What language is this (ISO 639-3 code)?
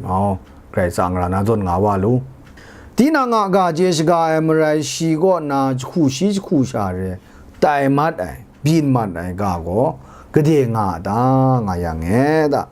kac